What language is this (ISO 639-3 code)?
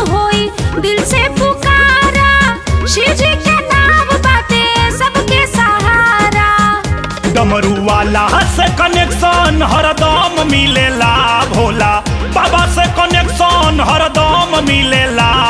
bho